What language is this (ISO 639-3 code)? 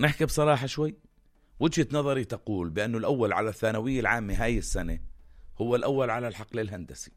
apc